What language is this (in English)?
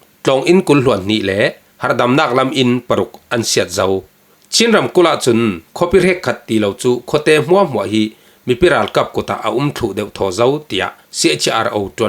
Falam Chin